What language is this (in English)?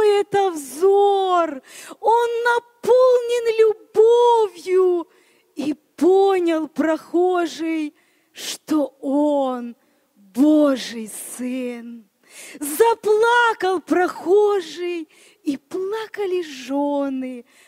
Russian